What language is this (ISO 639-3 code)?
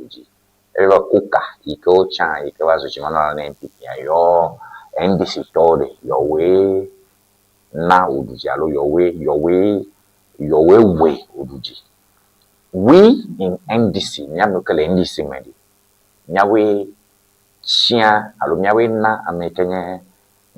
ewe